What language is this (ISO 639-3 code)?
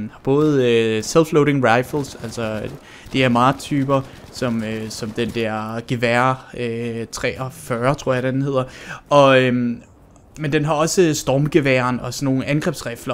dan